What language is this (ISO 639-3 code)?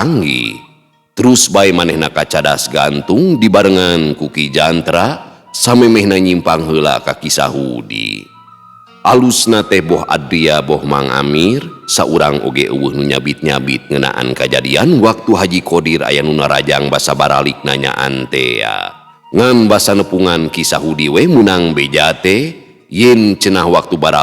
sun